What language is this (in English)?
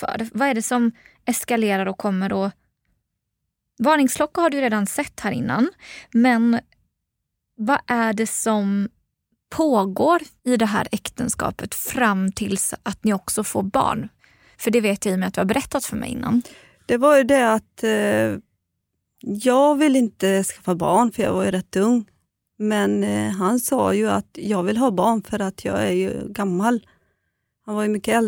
Swedish